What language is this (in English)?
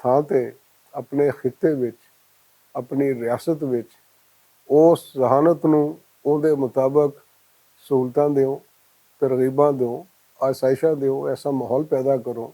Western Panjabi